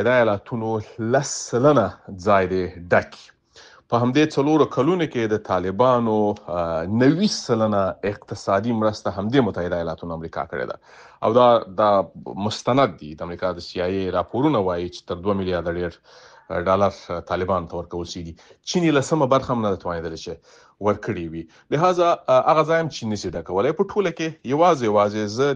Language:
Pashto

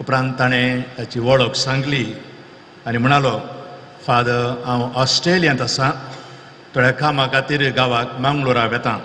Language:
Konkani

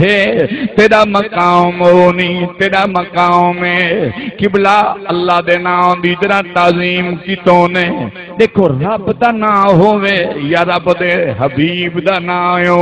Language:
Saraiki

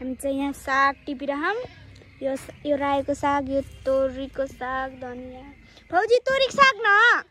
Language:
Nepali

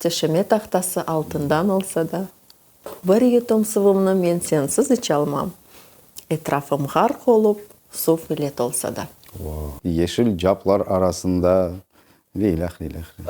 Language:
Crimean Tatar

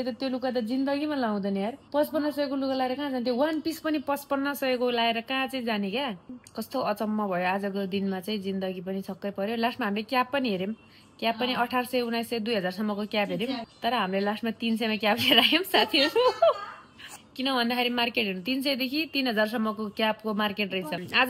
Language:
Nepali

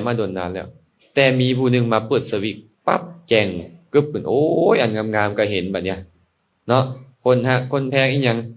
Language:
Lao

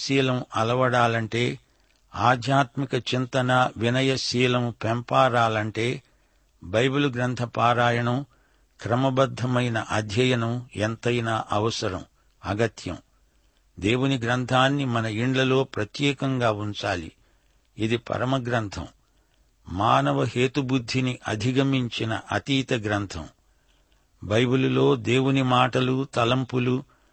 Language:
Telugu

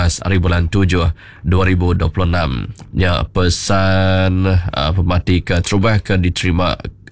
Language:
Iban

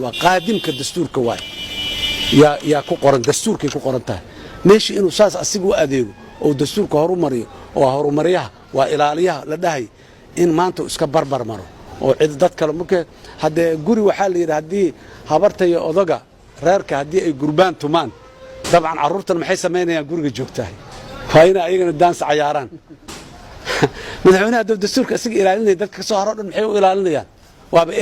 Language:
Somali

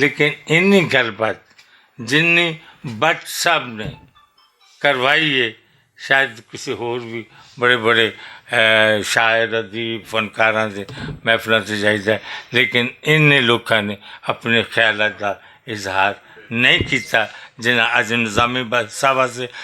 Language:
Western Panjabi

